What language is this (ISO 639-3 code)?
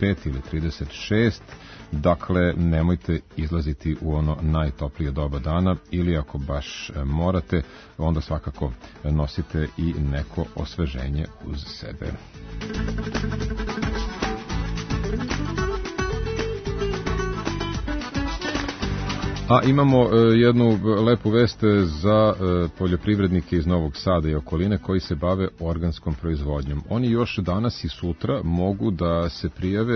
srp